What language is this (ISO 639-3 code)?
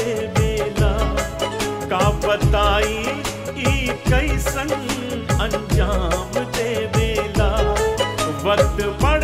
bho